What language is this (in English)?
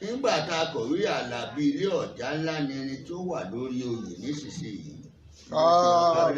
Yoruba